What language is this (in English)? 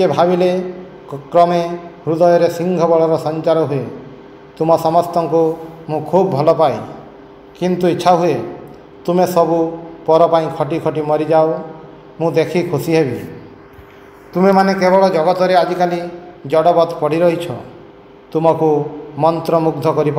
Odia